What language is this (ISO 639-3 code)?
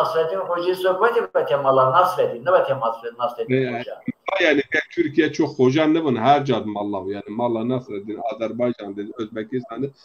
zza